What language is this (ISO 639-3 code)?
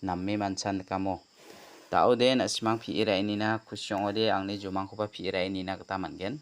grt